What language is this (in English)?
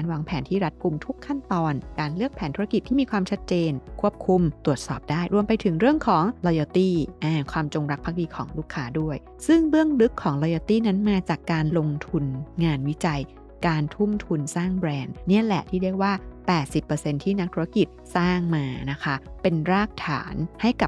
Thai